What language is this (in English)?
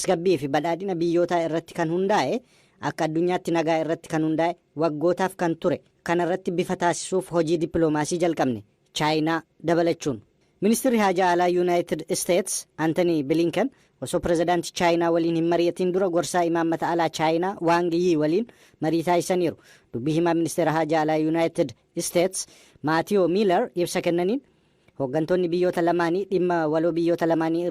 Oromo